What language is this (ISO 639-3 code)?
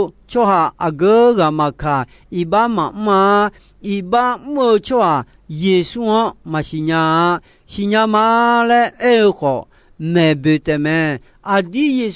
ahk